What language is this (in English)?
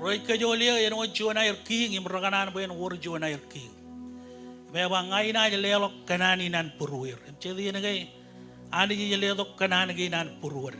Marshallese